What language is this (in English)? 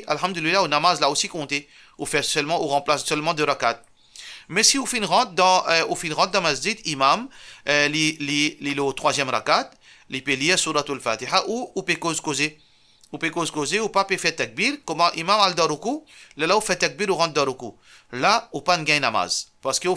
Morisyen